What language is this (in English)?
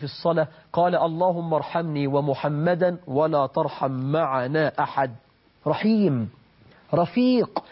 Arabic